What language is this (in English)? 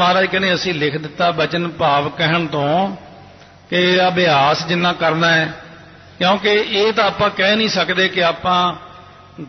Punjabi